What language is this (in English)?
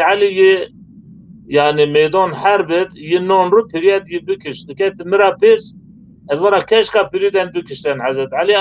Zaza